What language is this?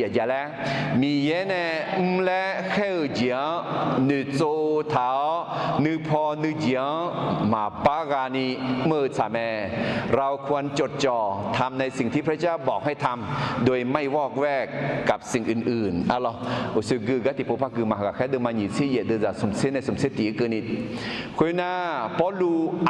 Akha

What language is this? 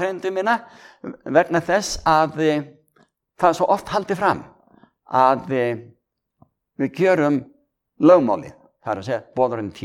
Icelandic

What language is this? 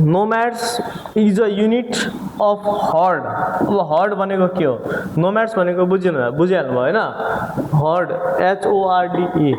Nepali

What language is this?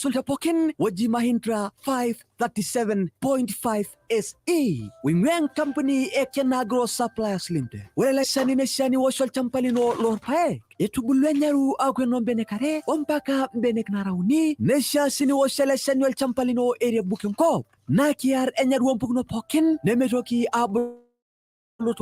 Masai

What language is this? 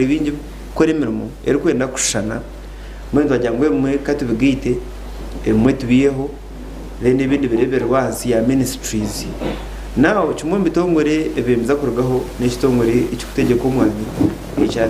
Nyankole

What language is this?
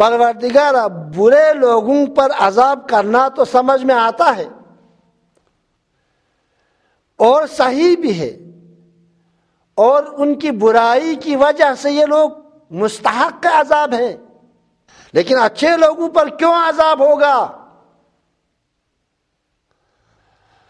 Urdu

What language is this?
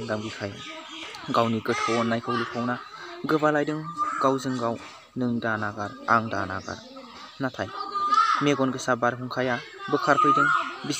Bodo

